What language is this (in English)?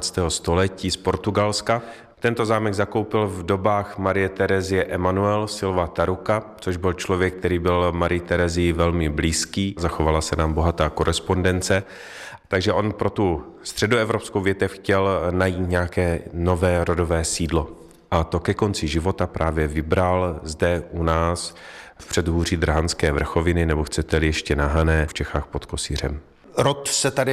Czech